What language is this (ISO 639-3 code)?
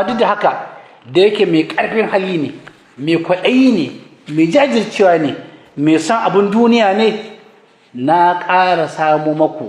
hau